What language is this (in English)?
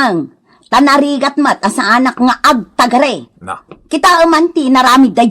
Iloko